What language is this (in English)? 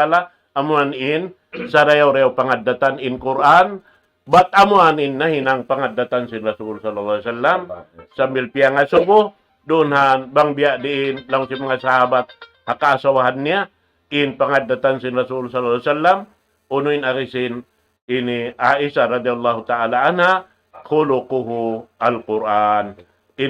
Tausug